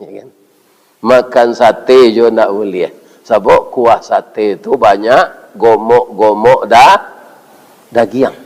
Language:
Minangkabau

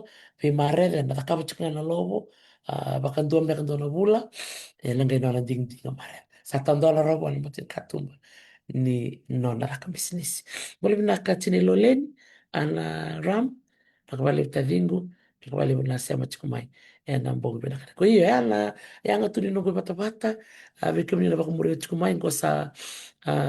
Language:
Fijian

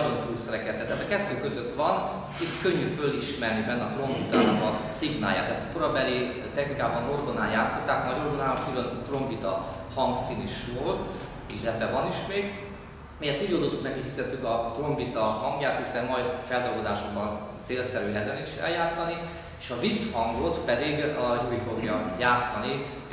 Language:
Hungarian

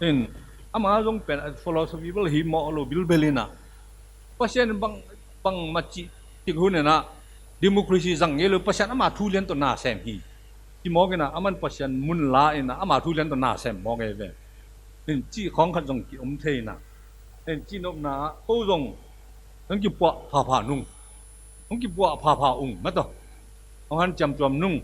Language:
Tedim Chin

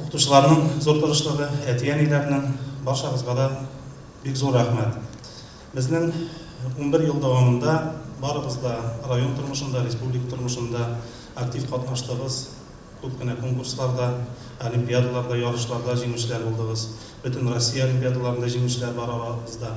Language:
Tatar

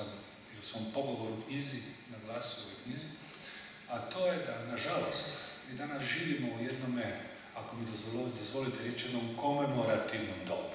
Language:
Croatian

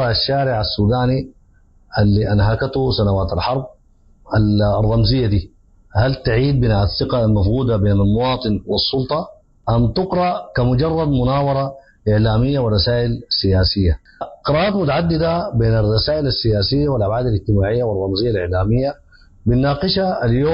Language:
Sudanese Arabic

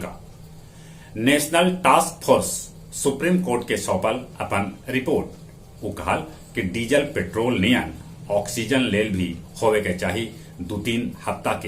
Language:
Magahi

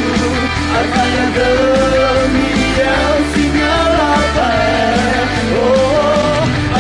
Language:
Akha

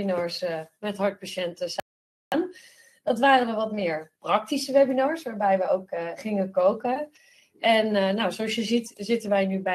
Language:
Dutch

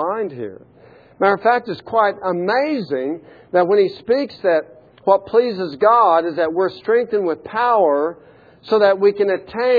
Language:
English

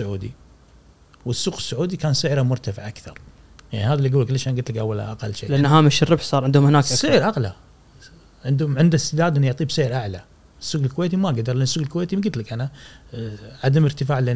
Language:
Gulf Arabic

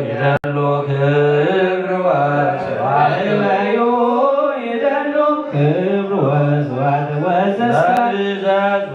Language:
Geez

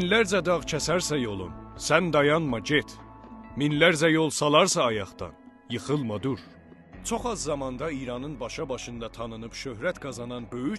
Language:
South Azerbaijani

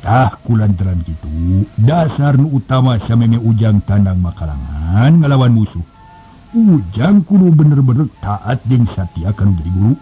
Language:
Sundanese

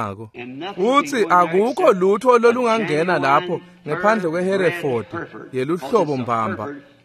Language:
Swati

